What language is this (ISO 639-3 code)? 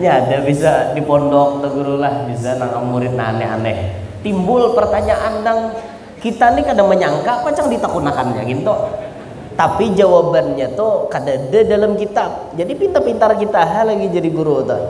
bjn